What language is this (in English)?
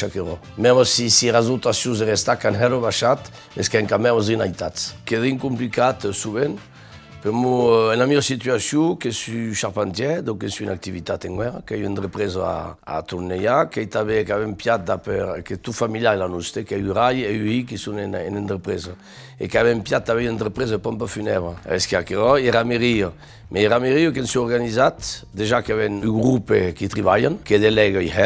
Occitan